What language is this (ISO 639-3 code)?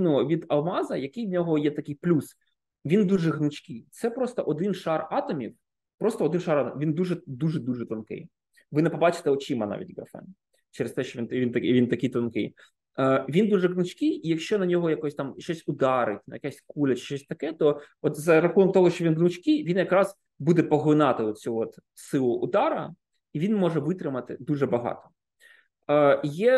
ukr